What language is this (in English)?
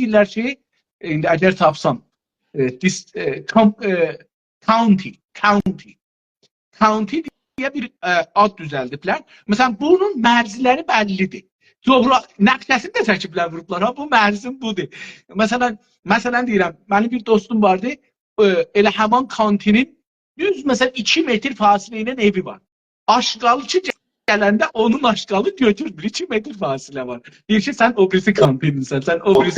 South Azerbaijani